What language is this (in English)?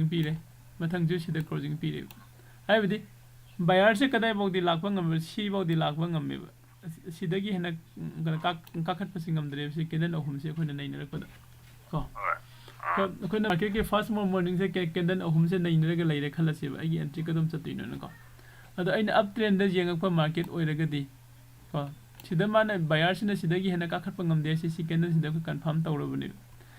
Manipuri